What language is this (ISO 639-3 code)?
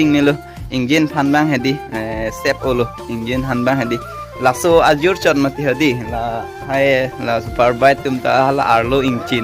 mjw